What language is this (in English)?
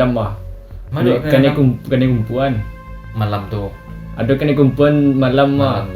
Minangkabau